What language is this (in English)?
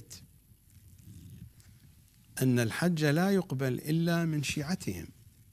Arabic